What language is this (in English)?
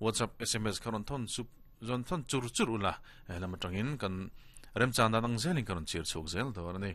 Mizo